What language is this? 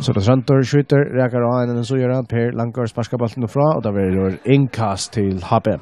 Faroese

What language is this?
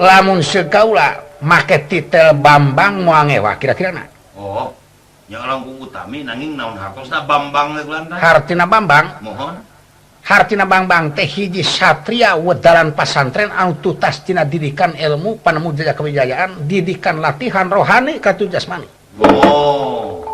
Sundanese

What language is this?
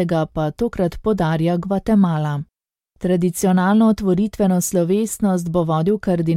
Slovenian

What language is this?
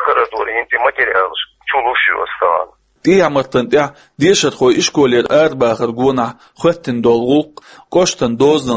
Chechen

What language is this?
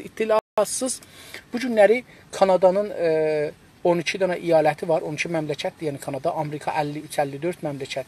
South Azerbaijani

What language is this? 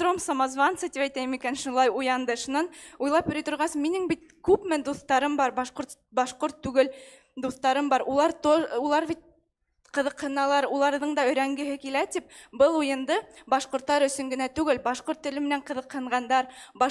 Bashkir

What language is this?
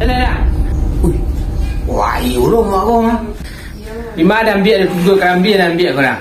Minangkabau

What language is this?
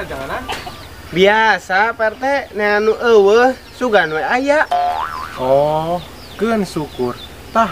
Sundanese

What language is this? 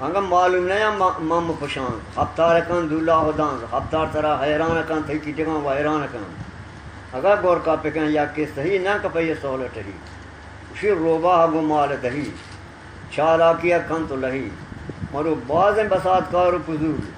Eastern Balochi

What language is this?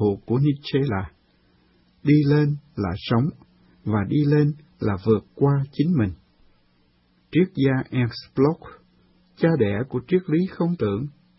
Vietnamese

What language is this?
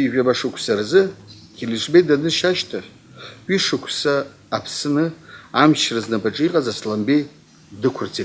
Abkhazian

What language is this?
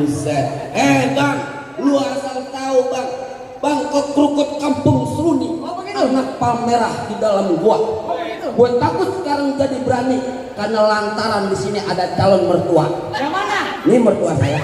Betawi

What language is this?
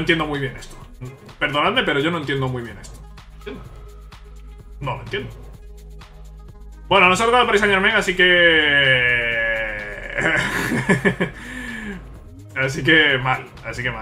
Spanish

